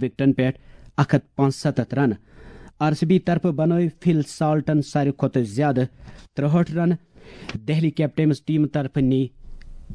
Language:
Kashmiri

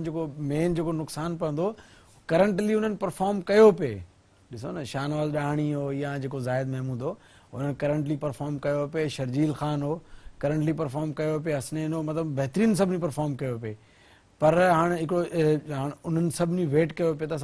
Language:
Sindhi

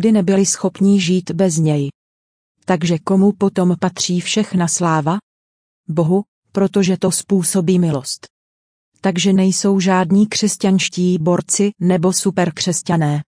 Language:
Czech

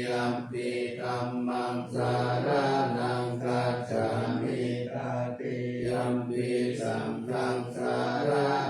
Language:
Pali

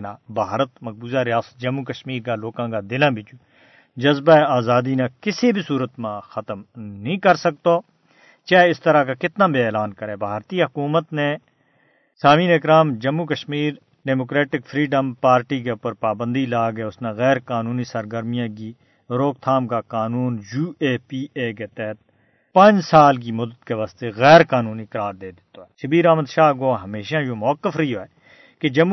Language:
Gujari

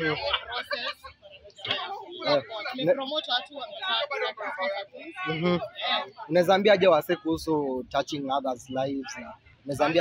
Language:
Swahili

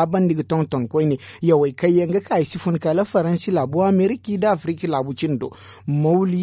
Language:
Zarma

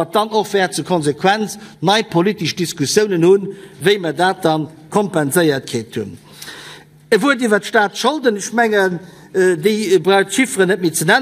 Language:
Luxembourgish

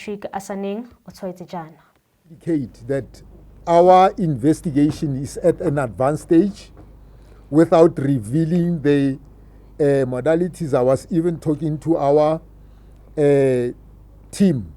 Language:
Tswana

